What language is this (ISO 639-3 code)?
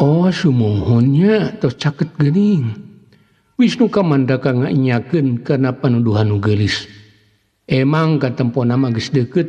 sun